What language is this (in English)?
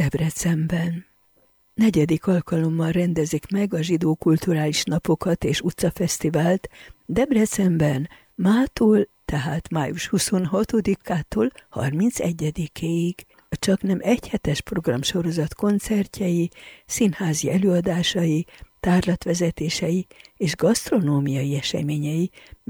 Hungarian